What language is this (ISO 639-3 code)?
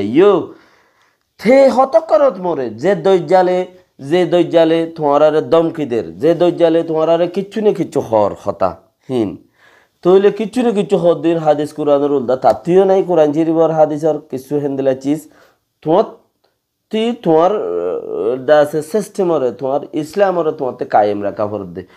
rhg